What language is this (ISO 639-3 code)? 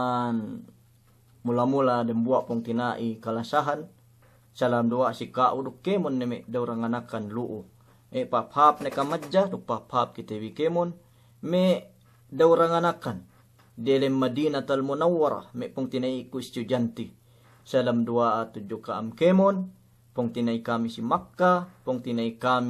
yka